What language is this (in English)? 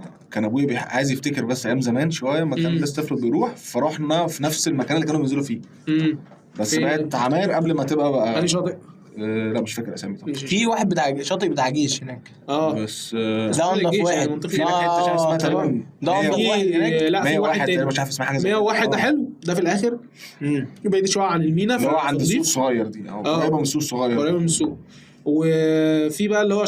Egyptian Arabic